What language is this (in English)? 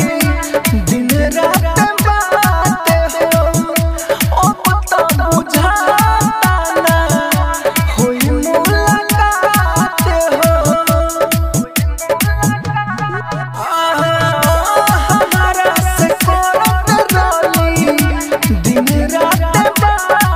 Bhojpuri